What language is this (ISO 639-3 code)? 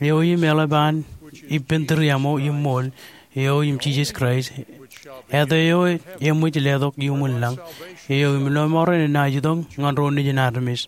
mah